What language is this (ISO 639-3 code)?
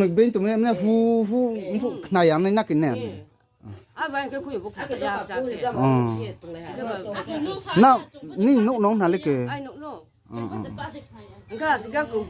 ria